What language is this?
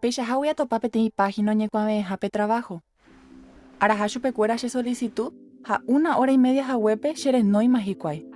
Guarani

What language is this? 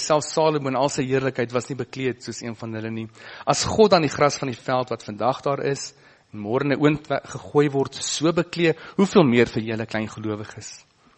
Afrikaans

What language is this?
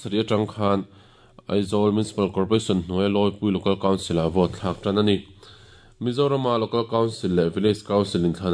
Mizo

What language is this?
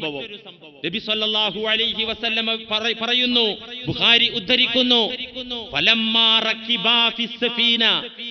Malayalam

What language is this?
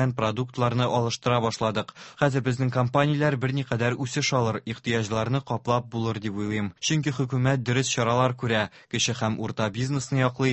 Tatar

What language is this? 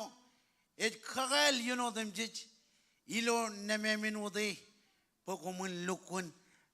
Marshallese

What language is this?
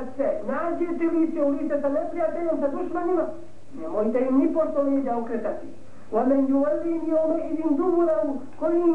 Bosnian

